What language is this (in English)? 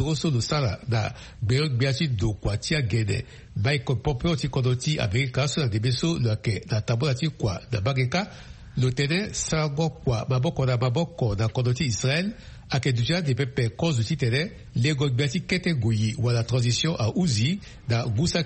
Sango